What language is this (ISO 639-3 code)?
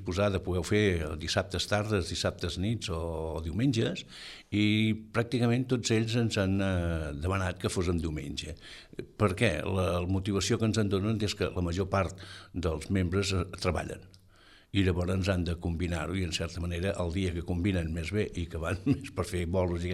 cat